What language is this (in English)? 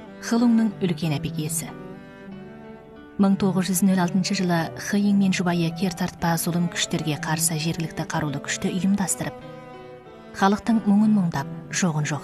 Kazakh